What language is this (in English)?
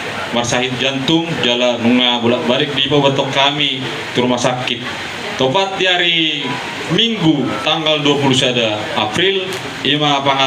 Batak Toba